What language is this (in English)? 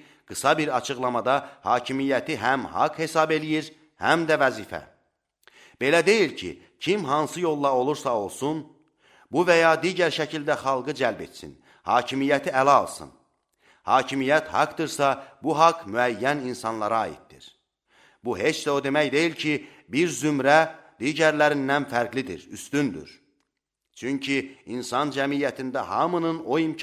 Azerbaijani